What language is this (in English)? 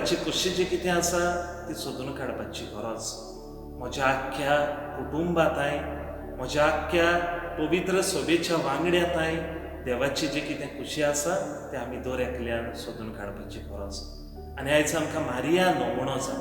Konkani